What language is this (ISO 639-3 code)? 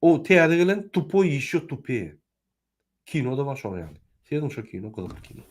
tuk